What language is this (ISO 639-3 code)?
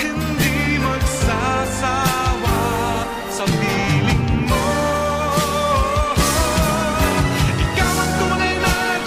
fil